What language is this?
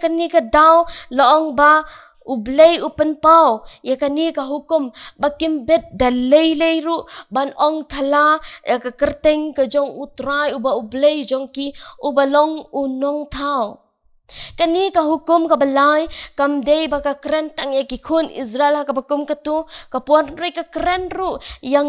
Khasi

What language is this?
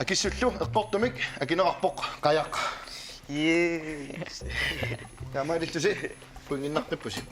Kalaallisut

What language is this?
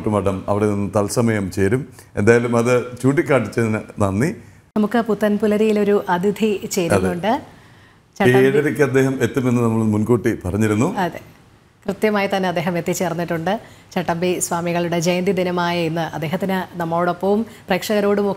Malayalam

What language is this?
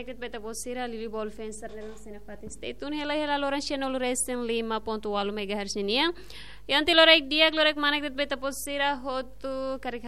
Tetum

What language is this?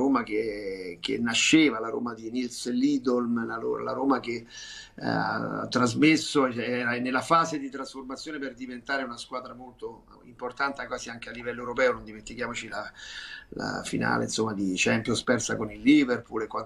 Italian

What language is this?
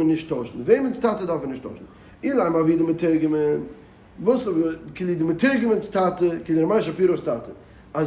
Yiddish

